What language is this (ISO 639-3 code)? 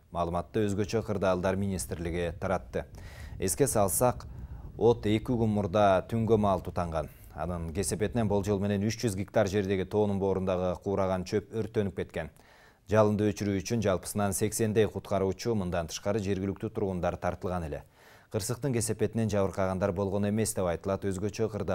kir